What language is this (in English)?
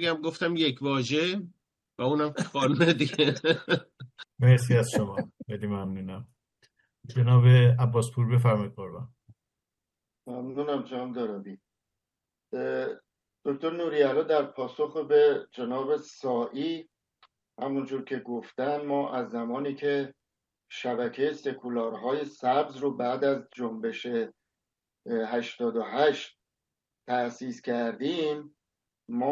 Persian